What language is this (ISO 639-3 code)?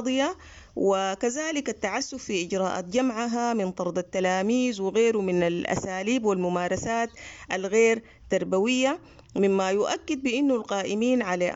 apd